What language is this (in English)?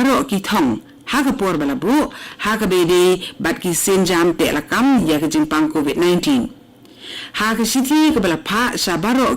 Khasi